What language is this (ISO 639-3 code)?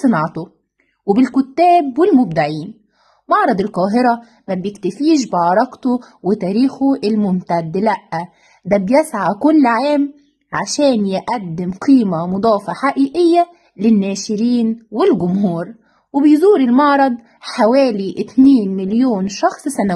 arz